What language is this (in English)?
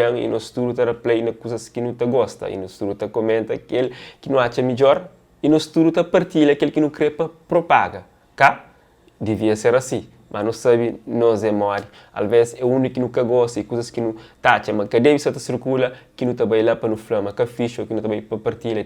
Kabuverdianu